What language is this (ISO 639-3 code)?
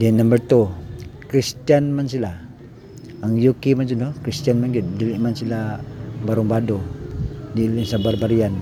ceb